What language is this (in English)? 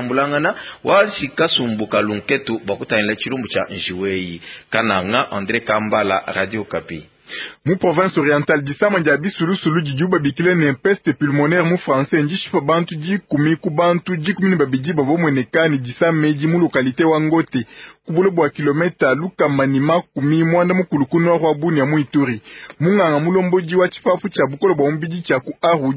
Luba-Lulua